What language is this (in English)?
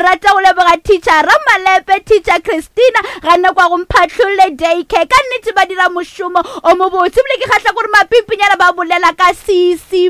Northern Sotho